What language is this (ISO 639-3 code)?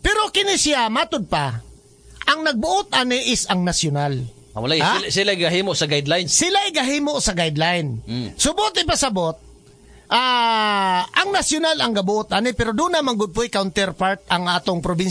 ceb